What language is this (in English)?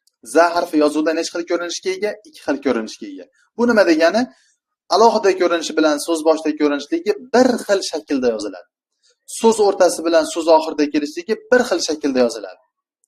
Uzbek